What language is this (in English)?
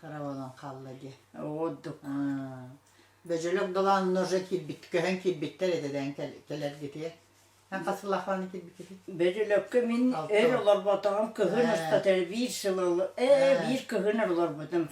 Yakut